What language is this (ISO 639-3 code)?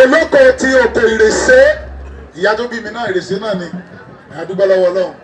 yor